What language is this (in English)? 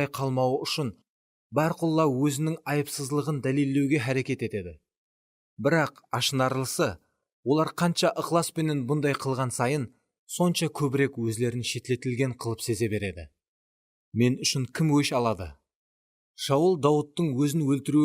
Kara-Kalpak